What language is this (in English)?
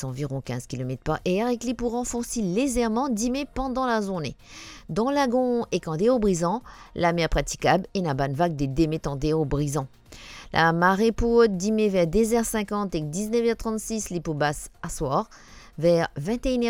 Morisyen